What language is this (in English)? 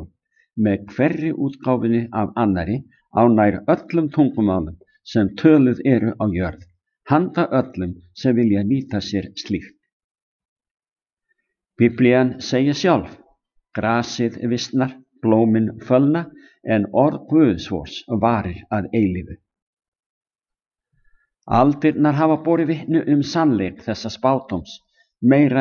Icelandic